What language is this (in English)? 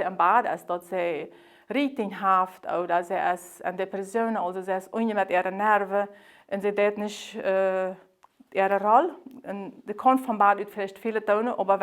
Plautdietsch